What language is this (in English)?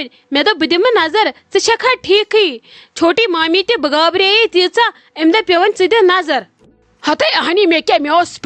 Kashmiri